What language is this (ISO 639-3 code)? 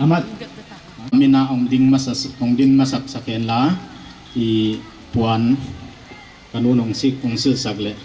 pck